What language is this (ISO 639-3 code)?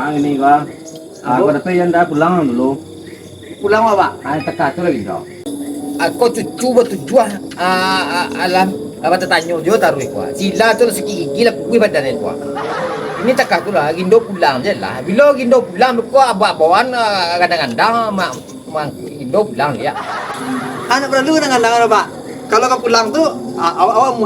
min